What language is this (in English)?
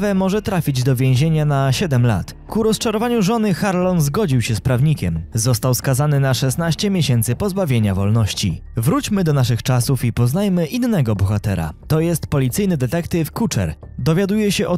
Polish